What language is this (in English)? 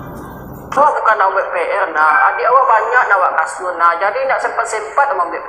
Minangkabau